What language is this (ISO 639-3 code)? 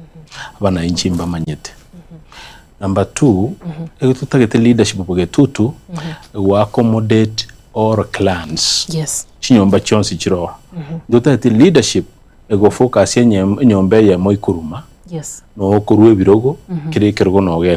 guz